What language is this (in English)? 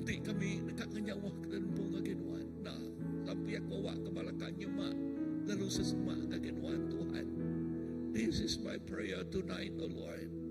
Iban